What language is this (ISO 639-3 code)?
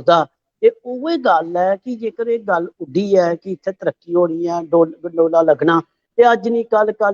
doi